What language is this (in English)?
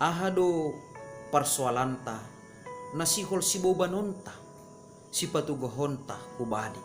Batak Simalungun